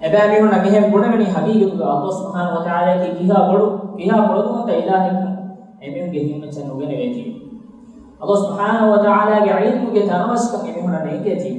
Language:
Divehi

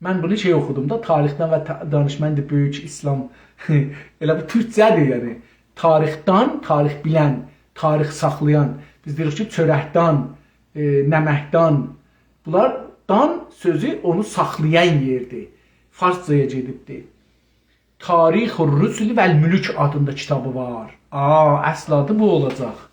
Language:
South Azerbaijani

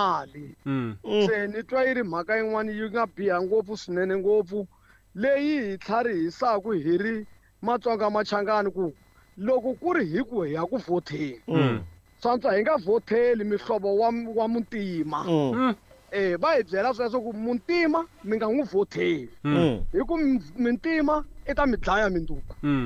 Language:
Tsonga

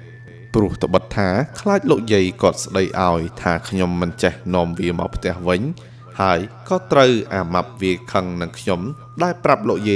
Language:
Khmer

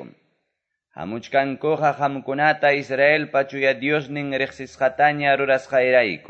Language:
Quechua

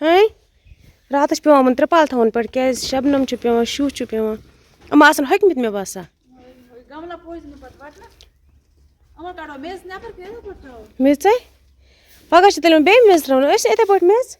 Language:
Kashmiri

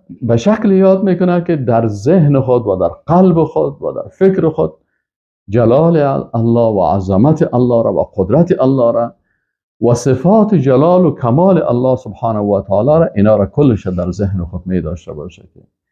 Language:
Persian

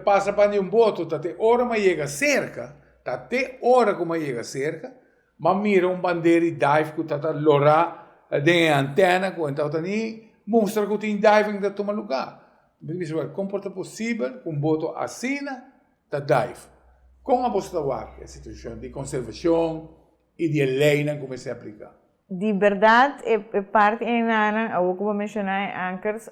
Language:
Papiamento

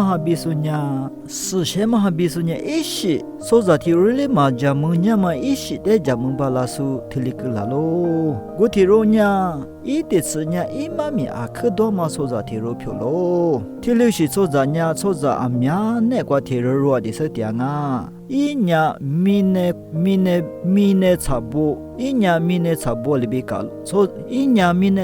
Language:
Lisu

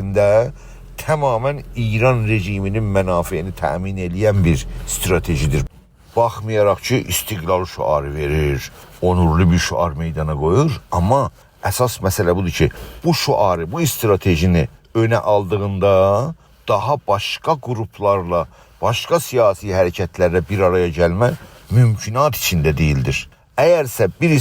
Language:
South Azerbaijani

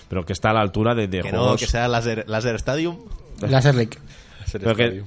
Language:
Spanish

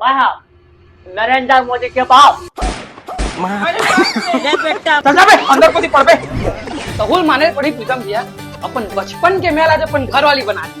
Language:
Chhattisgarhi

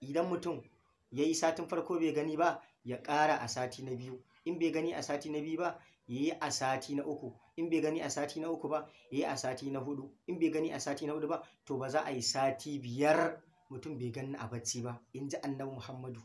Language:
Hausa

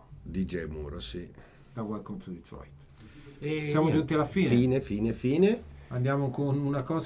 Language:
Italian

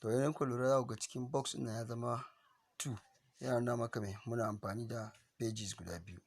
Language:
Hausa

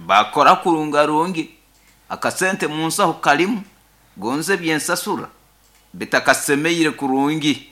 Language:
Nyoro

